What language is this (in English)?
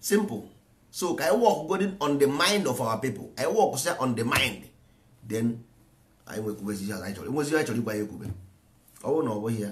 Igbo